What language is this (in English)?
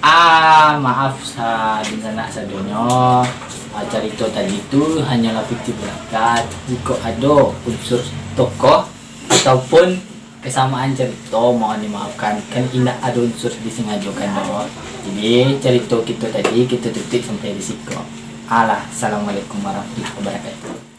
Minangkabau